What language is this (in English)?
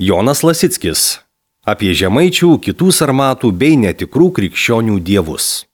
Lithuanian